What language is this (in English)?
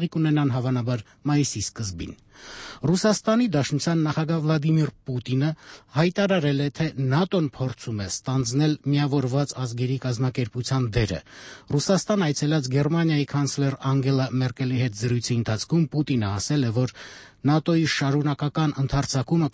Armenian